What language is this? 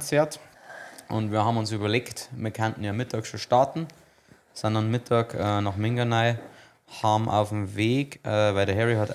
Bavarian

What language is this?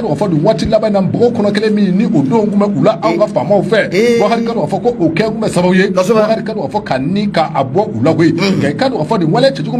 Bambara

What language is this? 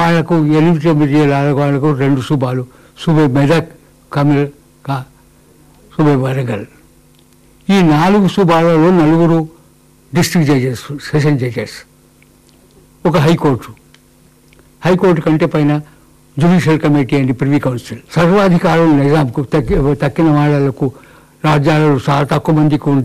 Telugu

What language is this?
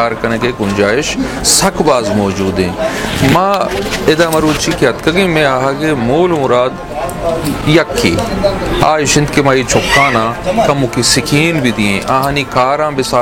Baluchi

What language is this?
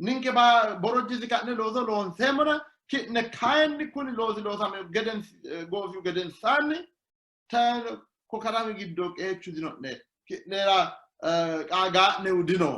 Sidamo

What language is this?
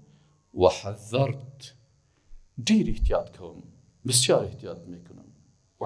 Persian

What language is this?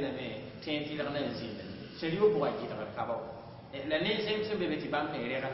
Mossi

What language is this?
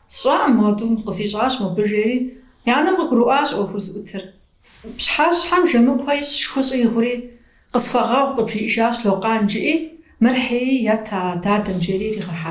Kabardian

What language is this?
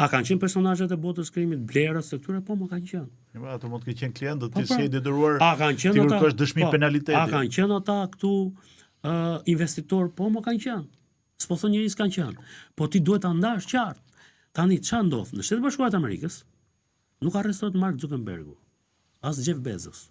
Albanian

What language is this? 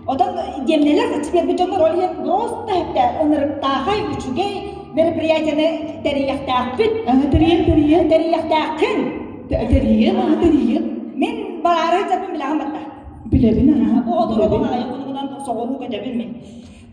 Yakut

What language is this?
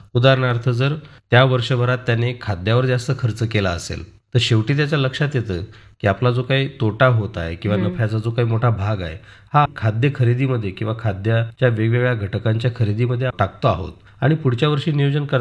Marathi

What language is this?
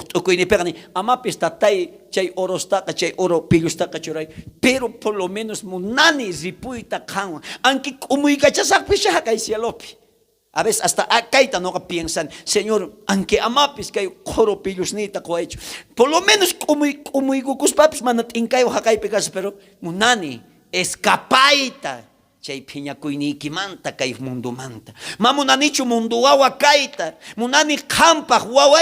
South Bolivian Quechua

